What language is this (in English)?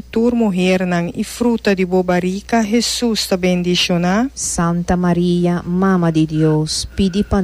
Papiamento